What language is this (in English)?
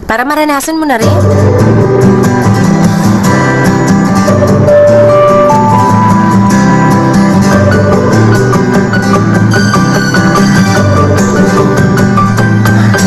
Filipino